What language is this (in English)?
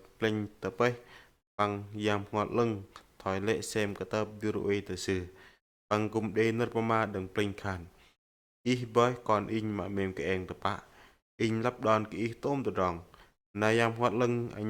Bahnar